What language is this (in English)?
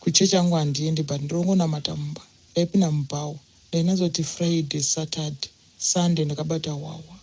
Shona